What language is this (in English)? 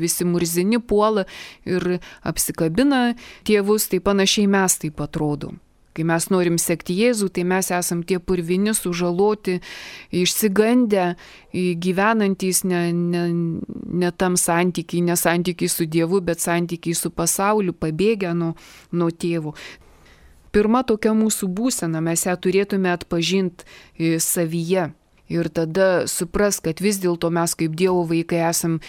Lithuanian